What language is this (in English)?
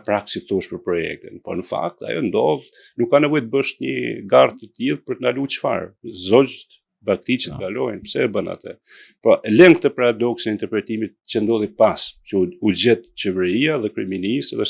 Albanian